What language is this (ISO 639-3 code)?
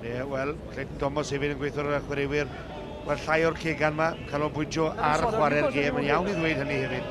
cym